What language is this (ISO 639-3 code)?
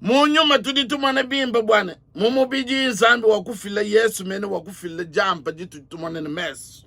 lua